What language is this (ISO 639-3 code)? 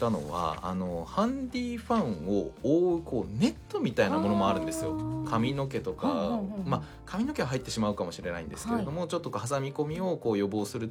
jpn